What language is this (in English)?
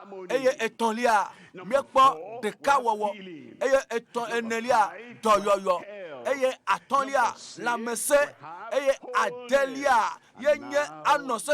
Ewe